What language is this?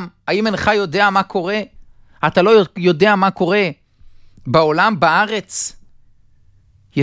Hebrew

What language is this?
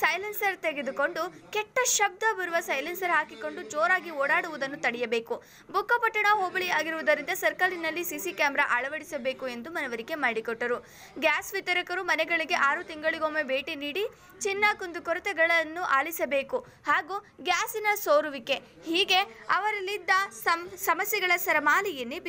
Kannada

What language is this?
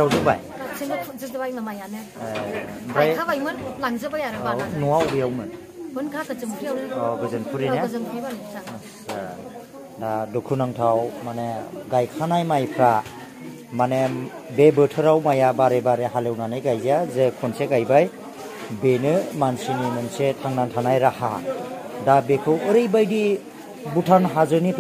Bodo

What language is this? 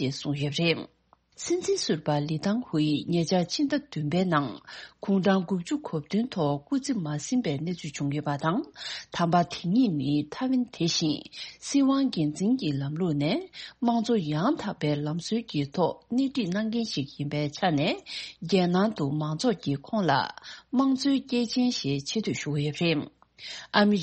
Tibetan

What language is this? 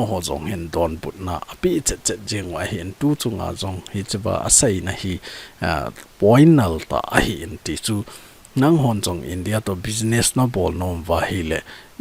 Thado Chin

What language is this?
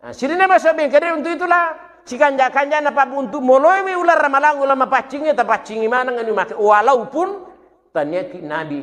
Buginese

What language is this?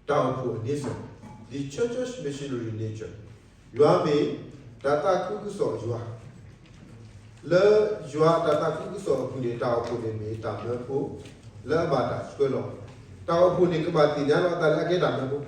S'gaw Karen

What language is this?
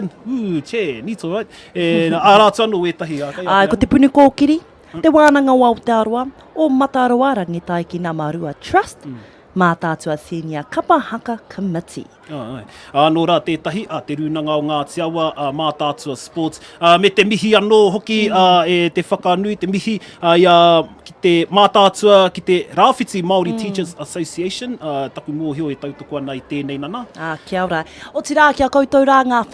Māori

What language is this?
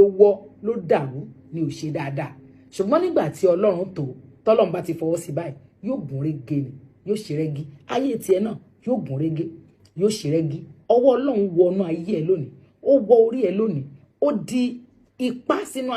Yoruba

